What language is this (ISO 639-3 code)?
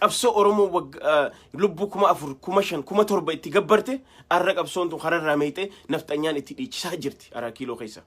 orm